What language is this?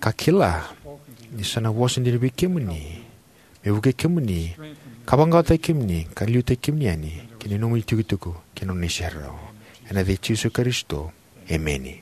Fijian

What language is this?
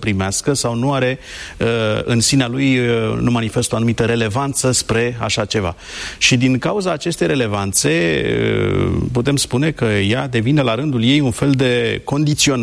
Romanian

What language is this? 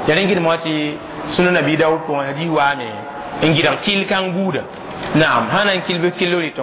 Mossi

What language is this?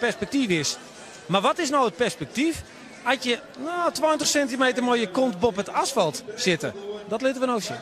Western Frisian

